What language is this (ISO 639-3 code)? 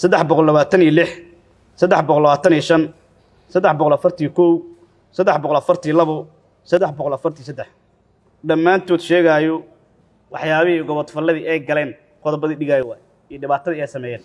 som